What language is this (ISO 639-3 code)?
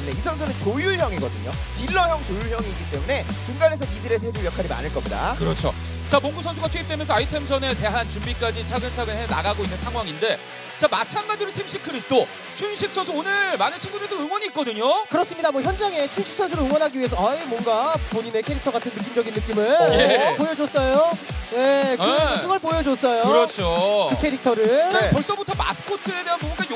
kor